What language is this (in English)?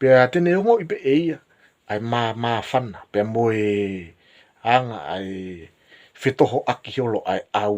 Tongan